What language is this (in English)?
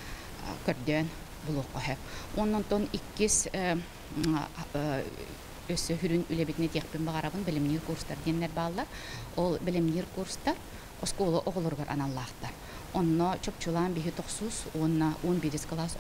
Yakut